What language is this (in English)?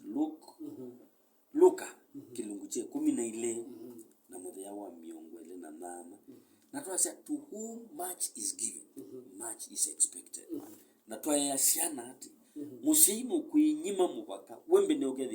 Kamba